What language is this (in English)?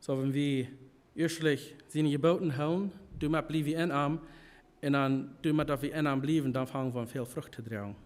Plautdietsch